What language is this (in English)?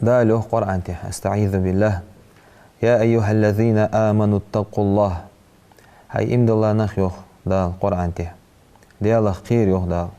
Ingush